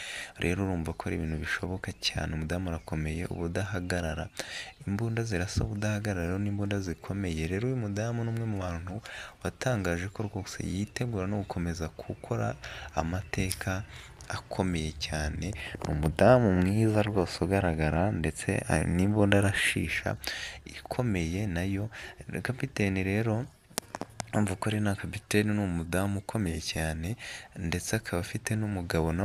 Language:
Kinyarwanda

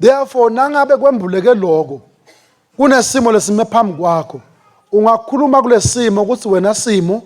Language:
Swati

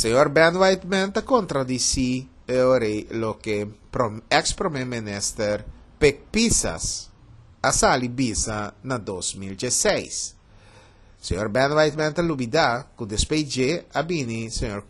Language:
Papiamento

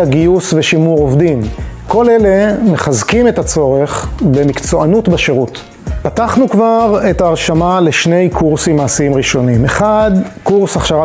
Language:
Hebrew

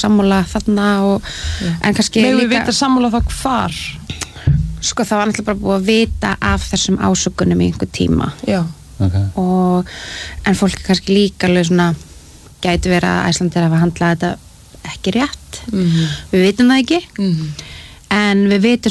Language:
Icelandic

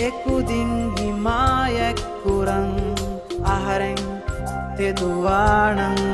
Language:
Divehi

